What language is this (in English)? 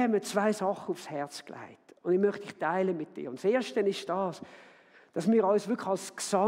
Swiss German